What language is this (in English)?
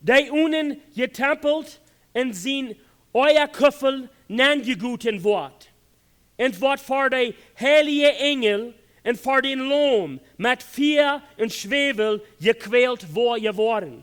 Plautdietsch